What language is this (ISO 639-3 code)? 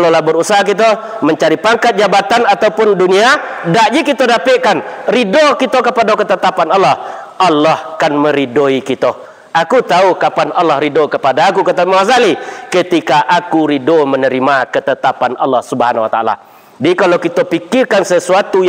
min